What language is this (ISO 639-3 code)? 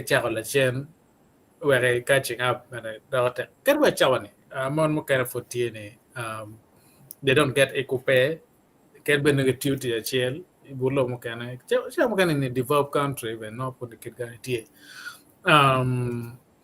ach